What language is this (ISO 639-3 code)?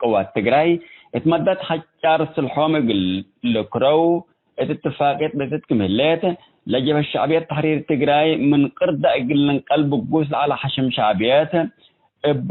tig